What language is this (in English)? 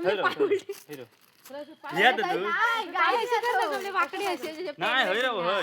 Konkani